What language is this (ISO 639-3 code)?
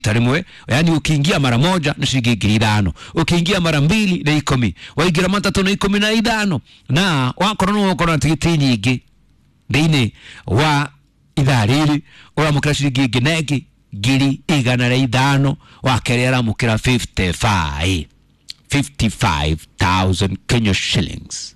kik